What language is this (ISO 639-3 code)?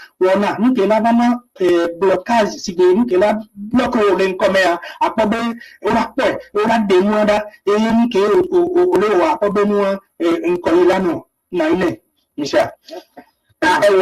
ewe